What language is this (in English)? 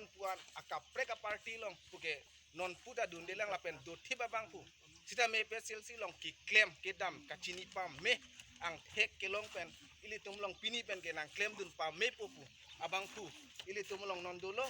Karbi